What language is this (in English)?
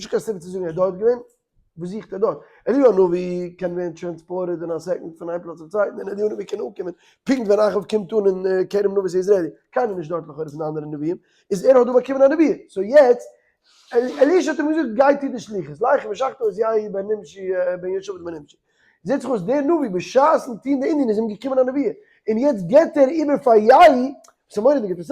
Yiddish